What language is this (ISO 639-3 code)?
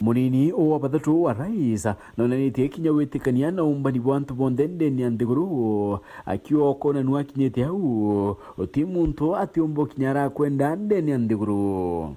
mer